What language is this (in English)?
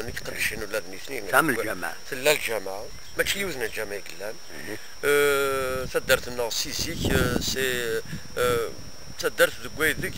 Kabyle